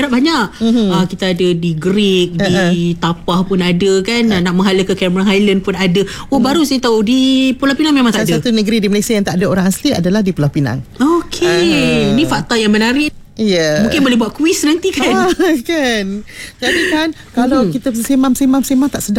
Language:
Malay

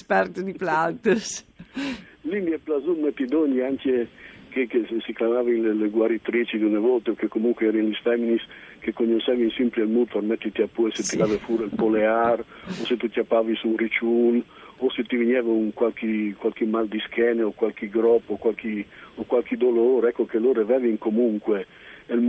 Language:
Friulian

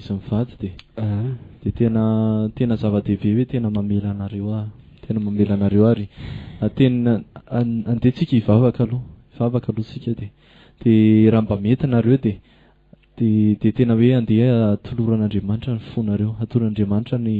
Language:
Malagasy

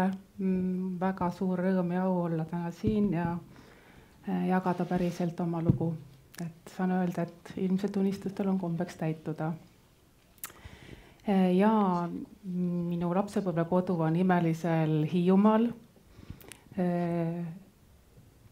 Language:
Estonian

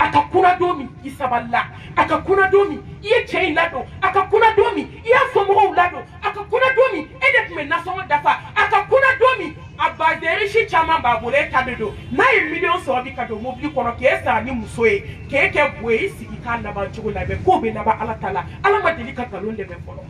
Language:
Bambara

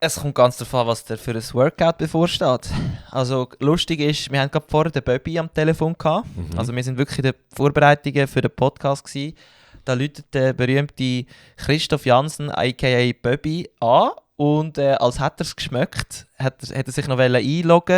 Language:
Swiss German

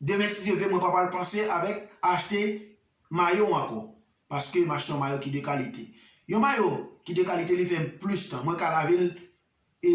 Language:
Haitian Creole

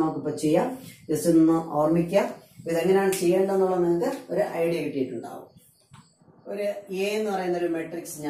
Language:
Malayalam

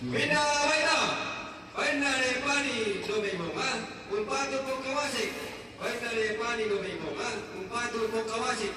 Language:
Toraja-Sa'dan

